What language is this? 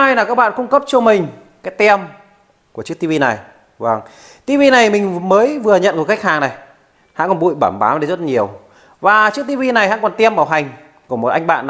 Vietnamese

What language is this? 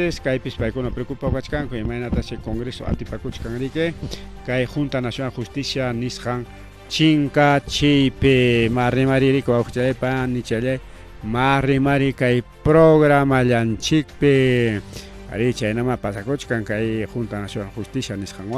Ayacucho Quechua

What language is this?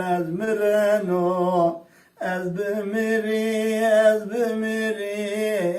Zaza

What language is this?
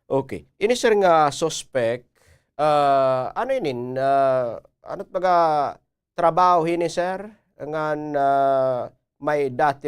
Waray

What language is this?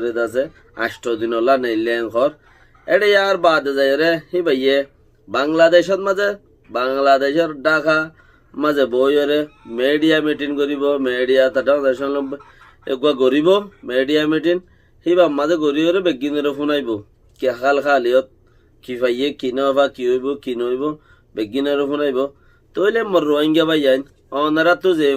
Rohingya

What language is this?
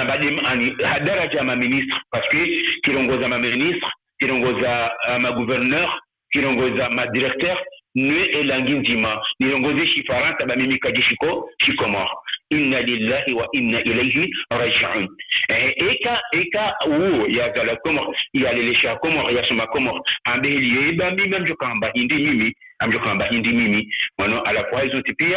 Ngazidja Comorian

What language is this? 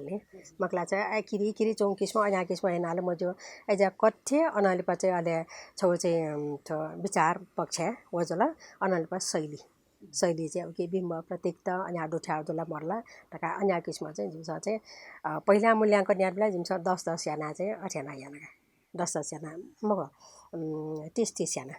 Newari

